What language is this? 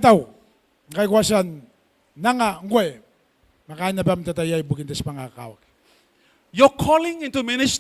Gilbertese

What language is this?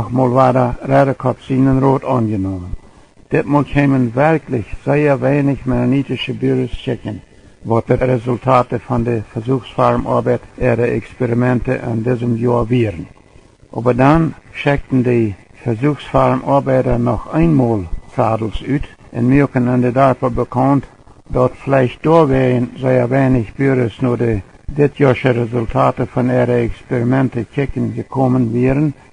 Plautdietsch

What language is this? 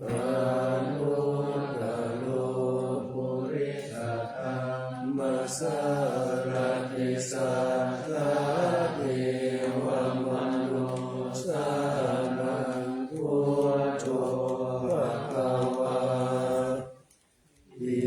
Pali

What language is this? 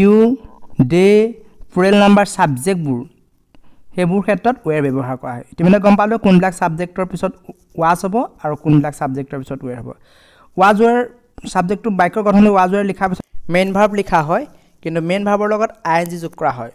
Assamese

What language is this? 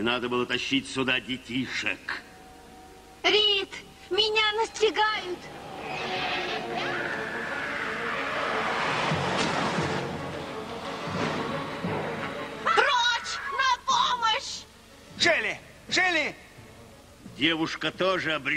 Russian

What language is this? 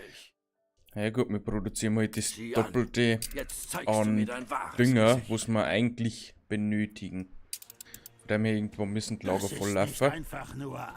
Bavarian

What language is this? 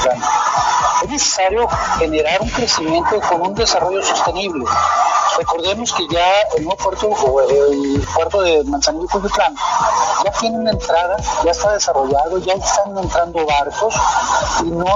Spanish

